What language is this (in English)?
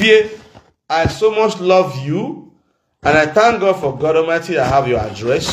Nigerian Pidgin